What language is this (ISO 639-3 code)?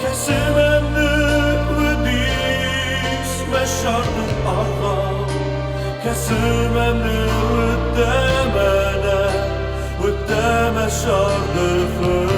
oss